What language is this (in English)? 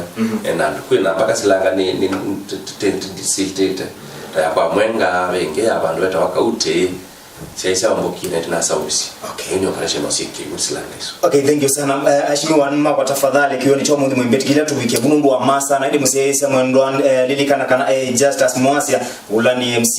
Kamba